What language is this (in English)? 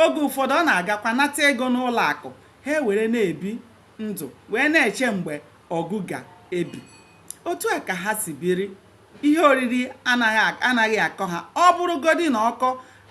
Igbo